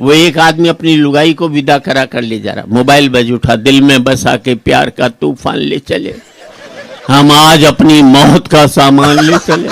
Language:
Bhojpuri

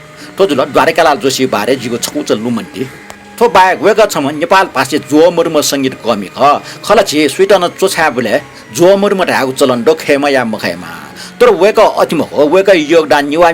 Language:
Newari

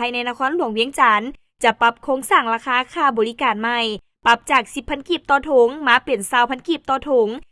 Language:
Lao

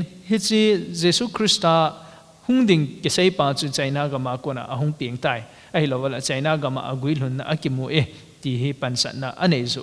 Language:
Thado Chin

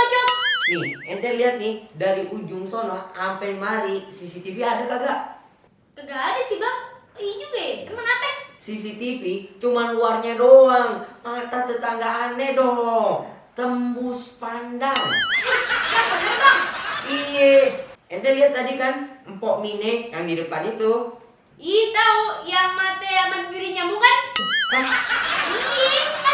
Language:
Betawi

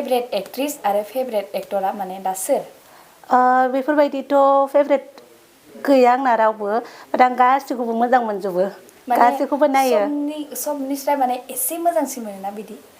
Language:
Bodo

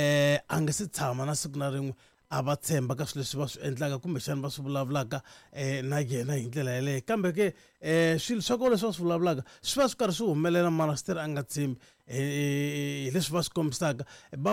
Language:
Tsonga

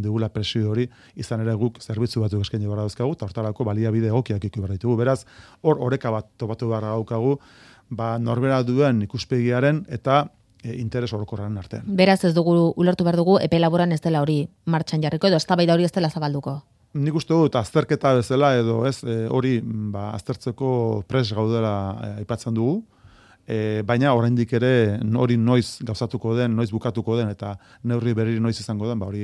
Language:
Basque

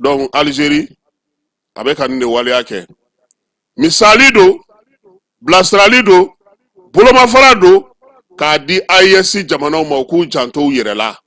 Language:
Bambara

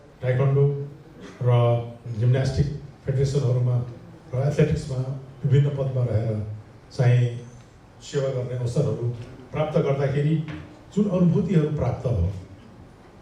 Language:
Nepali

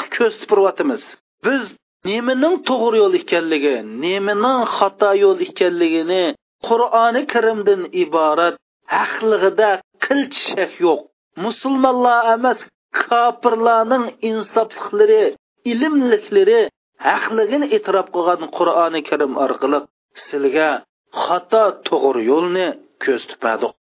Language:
Uyghur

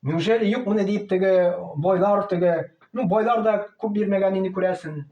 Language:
Tatar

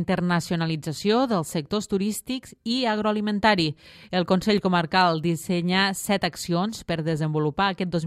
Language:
Catalan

